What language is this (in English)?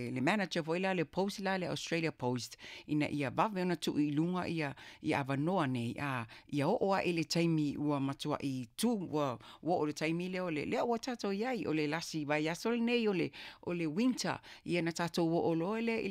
Samoan